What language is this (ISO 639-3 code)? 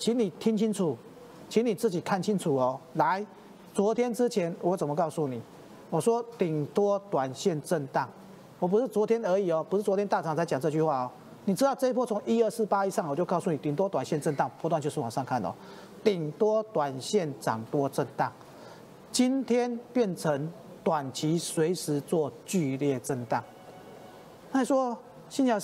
zho